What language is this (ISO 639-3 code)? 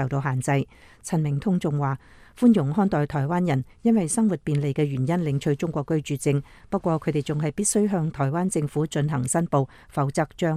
yue